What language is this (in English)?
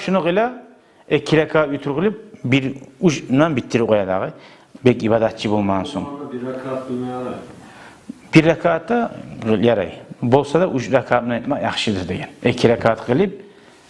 Kumyk